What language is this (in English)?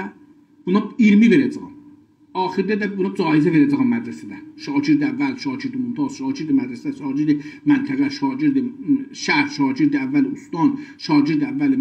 South Azerbaijani